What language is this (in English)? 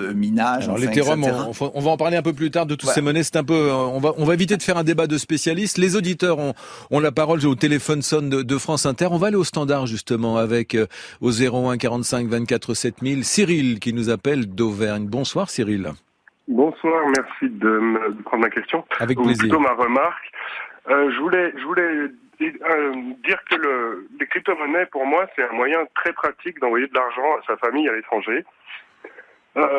French